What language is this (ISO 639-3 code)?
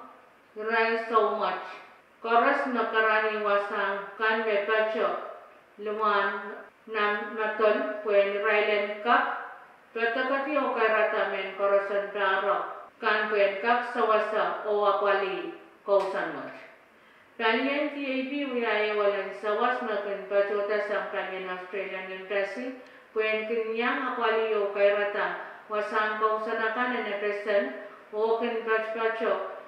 pon